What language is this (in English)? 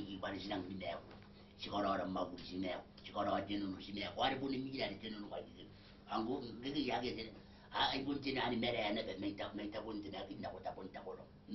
Gilbertese